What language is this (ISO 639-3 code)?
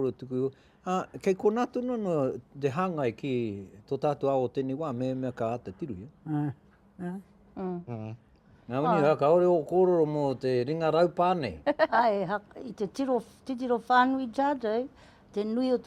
mri